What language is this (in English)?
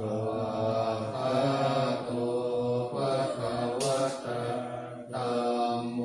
Pali